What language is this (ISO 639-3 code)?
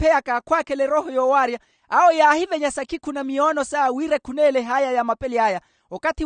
vmw